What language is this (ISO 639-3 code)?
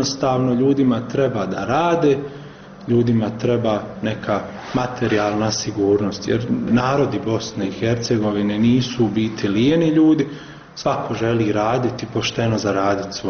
bos